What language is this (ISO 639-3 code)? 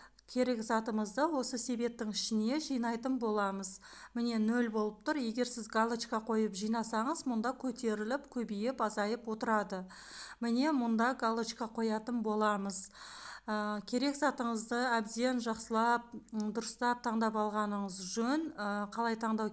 kaz